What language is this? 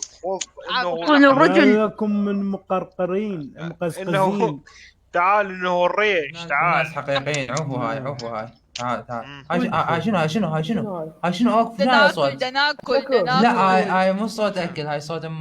Mesopotamian Arabic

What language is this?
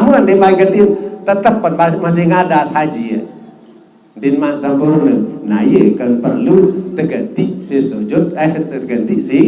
Sasak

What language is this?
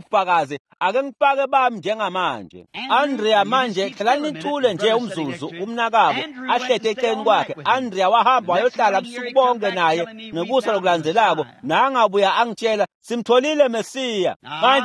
Swati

